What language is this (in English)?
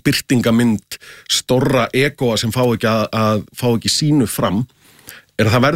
Icelandic